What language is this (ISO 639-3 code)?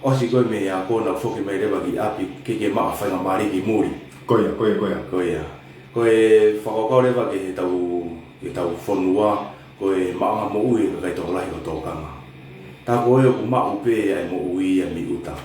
ton